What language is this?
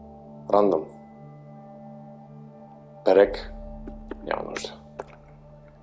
Bulgarian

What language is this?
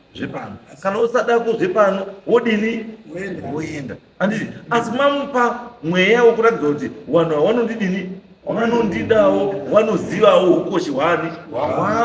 Shona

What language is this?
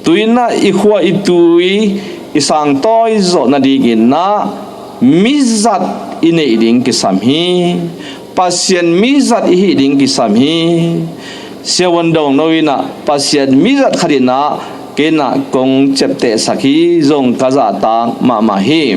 Tedim Chin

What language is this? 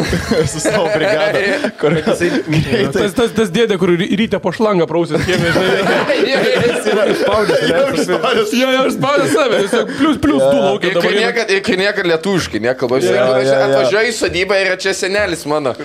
Lithuanian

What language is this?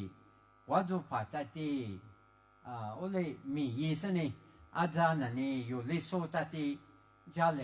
Lisu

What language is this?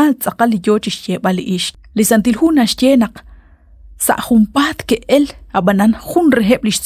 Kekchí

